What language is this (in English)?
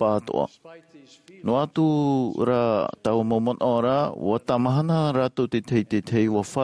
Tahitian